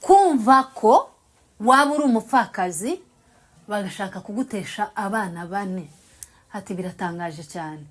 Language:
Kinyarwanda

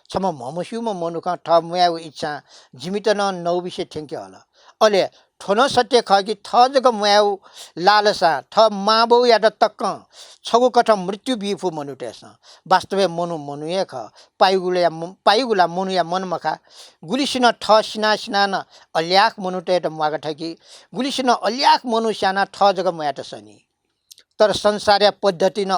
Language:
Newari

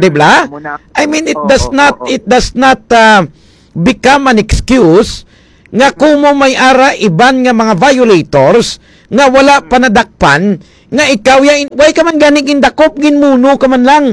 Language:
Hiligaynon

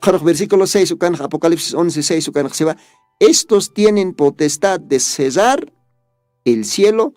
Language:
Aymara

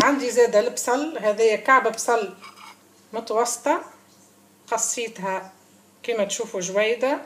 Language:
Tunisian Arabic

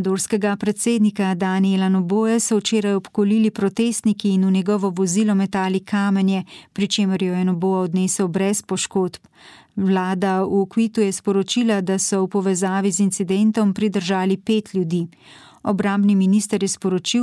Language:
Slovenian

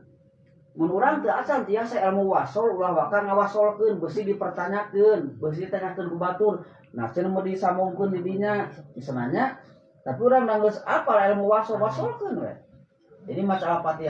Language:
Sundanese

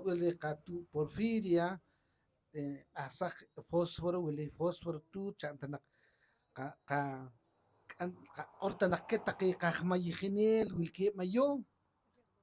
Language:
Poqomchi'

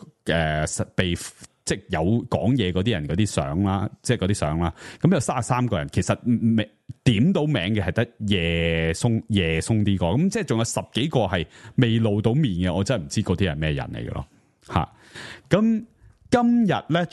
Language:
Cantonese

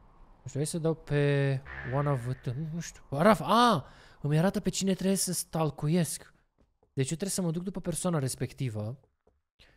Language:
Romanian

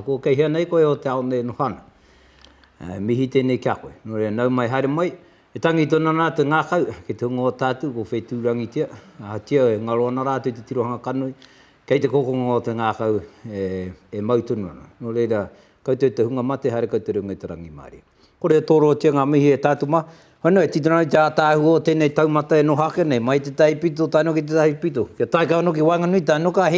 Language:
Māori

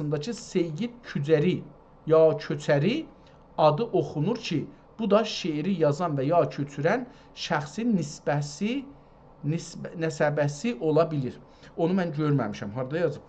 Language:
South Azerbaijani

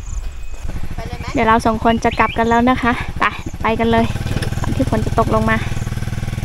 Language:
Thai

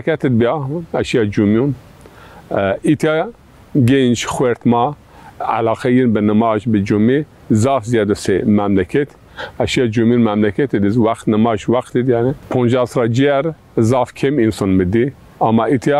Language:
Zaza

